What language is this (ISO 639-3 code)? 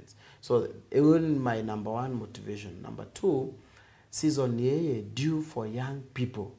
mer